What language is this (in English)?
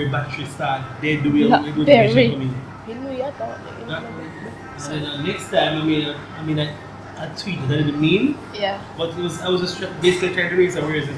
Jamaican Creole English